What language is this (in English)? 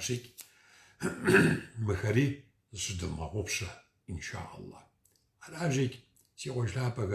Kabardian